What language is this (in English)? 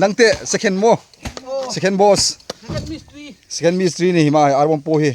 Hmar